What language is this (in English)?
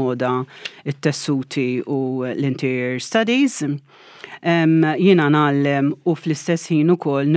Maltese